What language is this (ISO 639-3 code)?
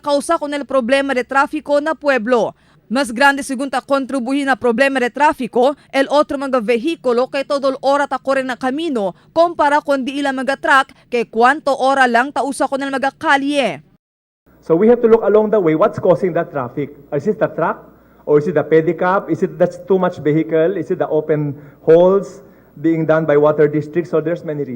cbk